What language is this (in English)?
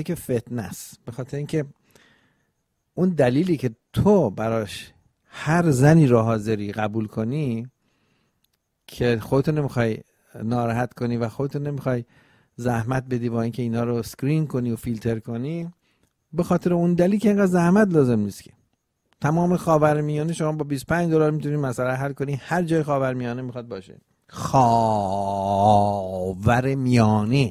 Persian